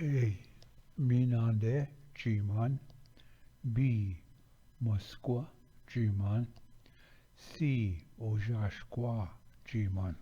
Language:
Ojibwa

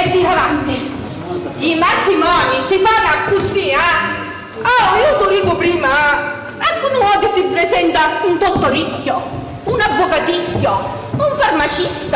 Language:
Sicilian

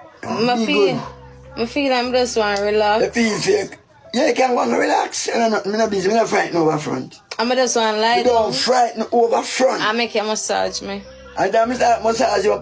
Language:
Jamaican Creole English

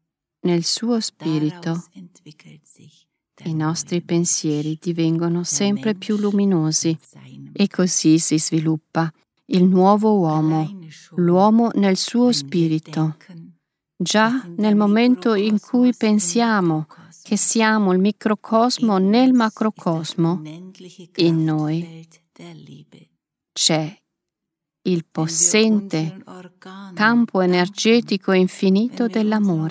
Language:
Italian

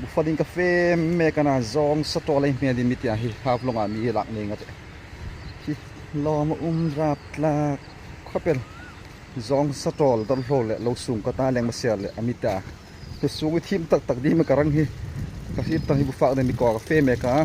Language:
Hmar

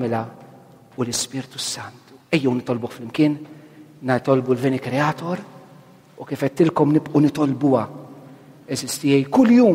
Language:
Maltese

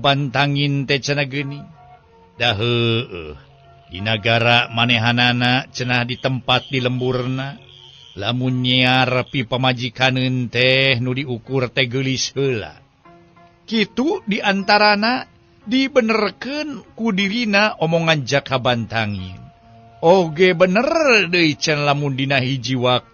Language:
Sundanese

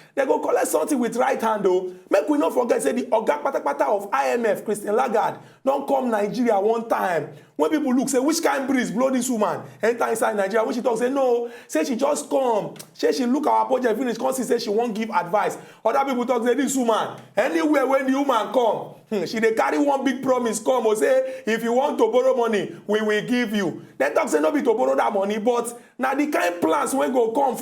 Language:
Nigerian Pidgin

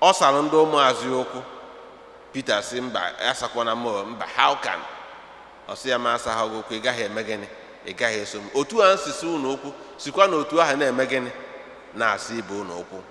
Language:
Igbo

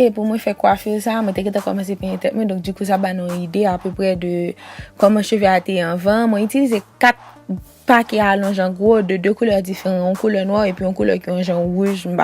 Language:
Haitian Creole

